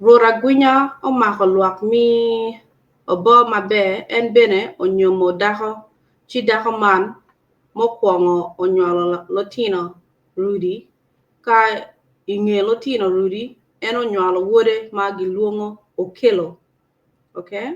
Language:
Acoli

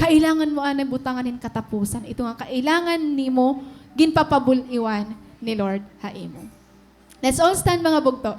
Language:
Waray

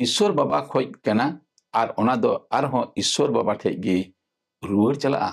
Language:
Santali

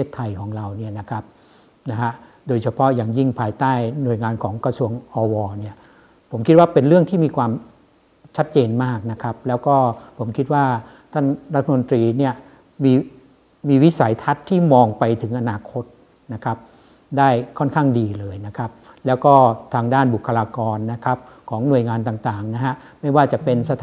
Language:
Thai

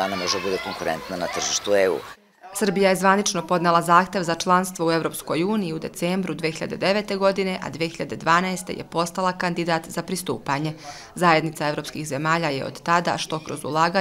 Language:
Serbian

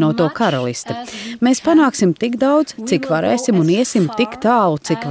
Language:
Latvian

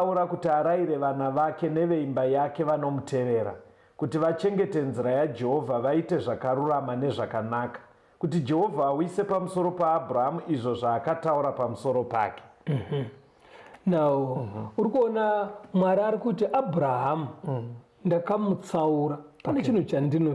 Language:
Shona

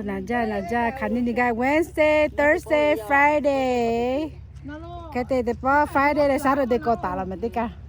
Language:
Lahu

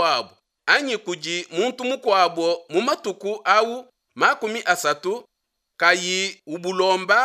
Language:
Luba-Lulua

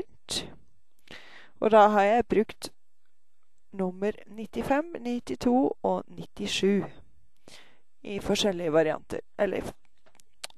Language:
Norwegian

